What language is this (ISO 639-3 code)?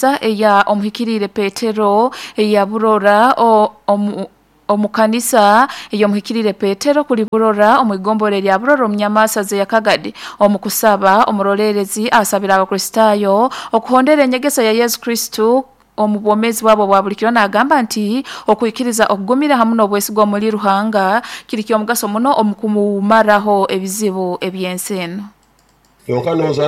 nyo